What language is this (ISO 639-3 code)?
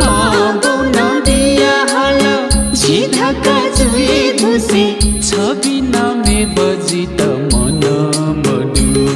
new